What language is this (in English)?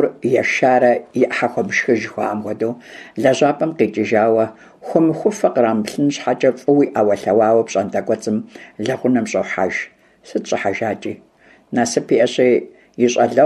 Kabardian